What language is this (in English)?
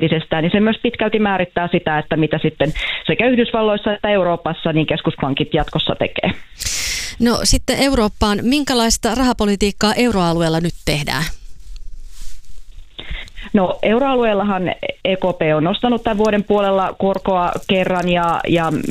Finnish